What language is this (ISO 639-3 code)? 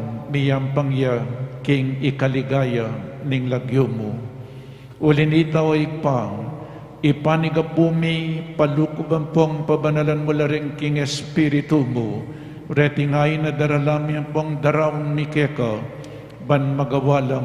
pam